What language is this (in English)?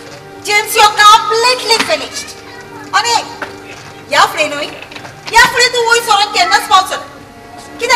Konkani